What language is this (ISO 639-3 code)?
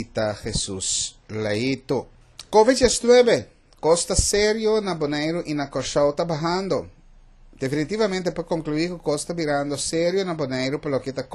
pap